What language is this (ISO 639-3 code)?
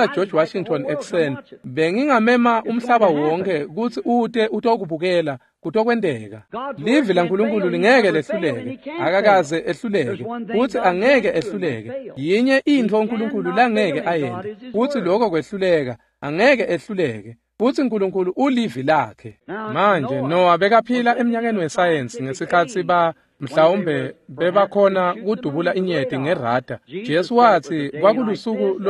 ssw